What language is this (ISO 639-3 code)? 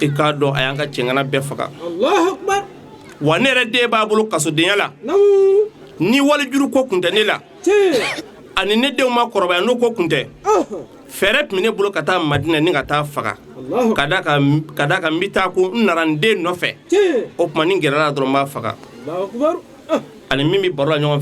bam